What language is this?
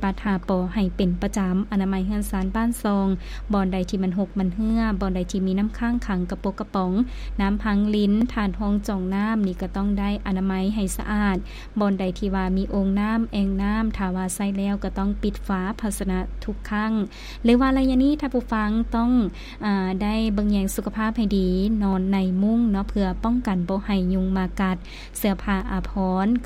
Lao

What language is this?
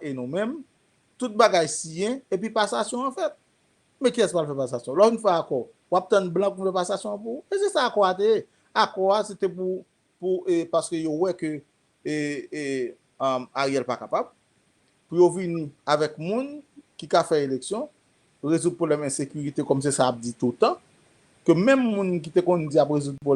Haitian Creole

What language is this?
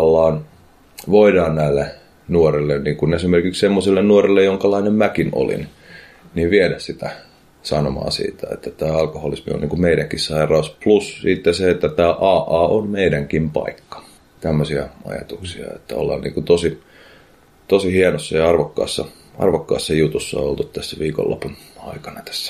Finnish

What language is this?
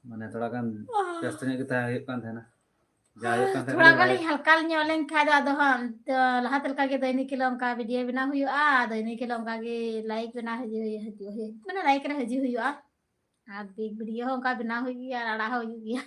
Santali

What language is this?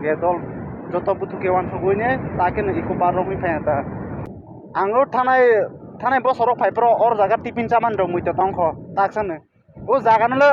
Kok Borok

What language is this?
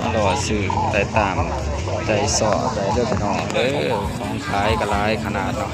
Northeastern Thai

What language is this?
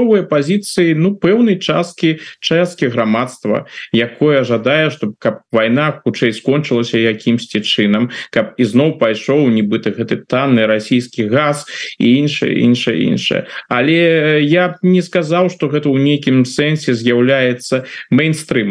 Belarusian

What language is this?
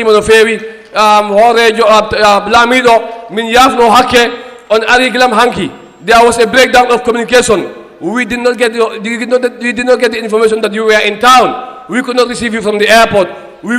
Fula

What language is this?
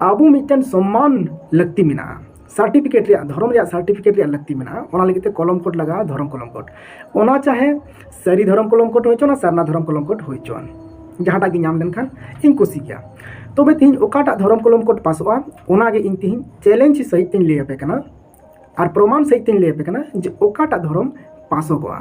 Santali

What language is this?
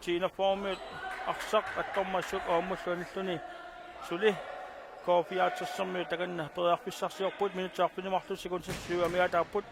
Kalaallisut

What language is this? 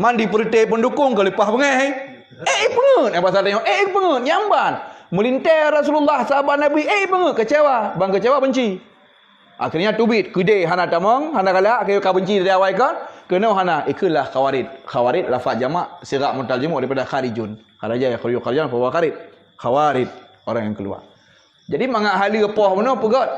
Achinese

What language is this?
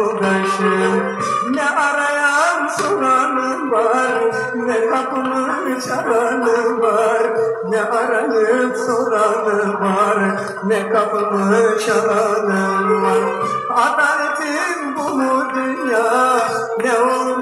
Turkish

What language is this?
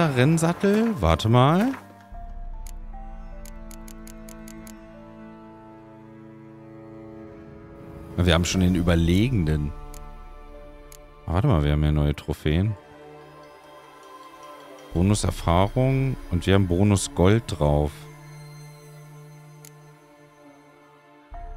German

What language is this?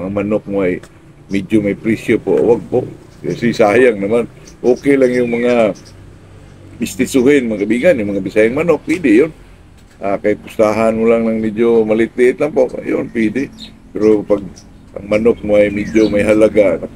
Filipino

